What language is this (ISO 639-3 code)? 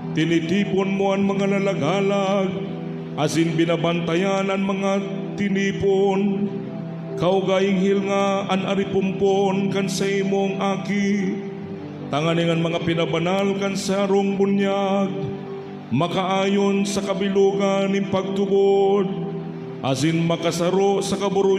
bik